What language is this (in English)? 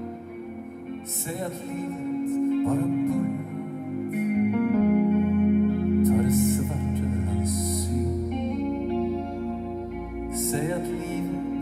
Swedish